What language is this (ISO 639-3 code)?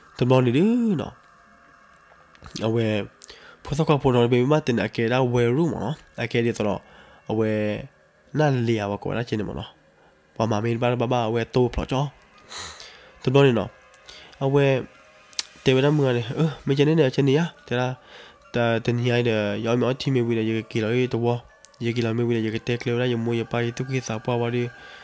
ksw